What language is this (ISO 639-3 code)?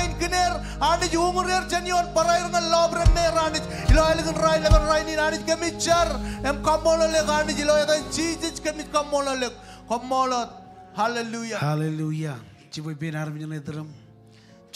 mah